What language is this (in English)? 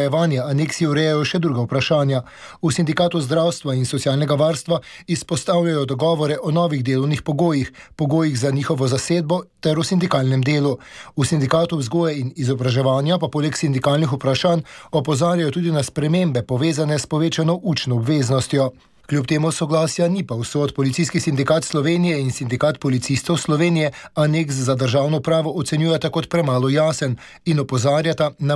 Slovenian